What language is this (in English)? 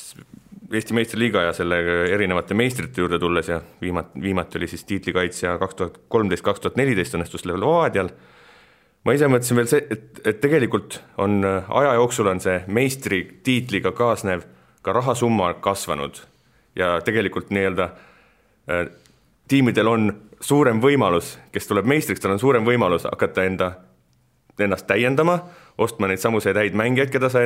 Estonian